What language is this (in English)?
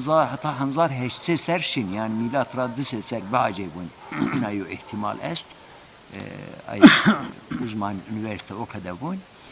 Zaza